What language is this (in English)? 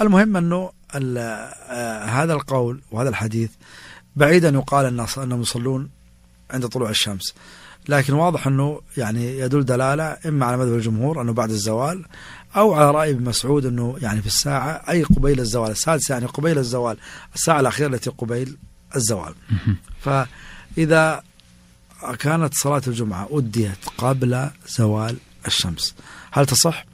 Najdi Arabic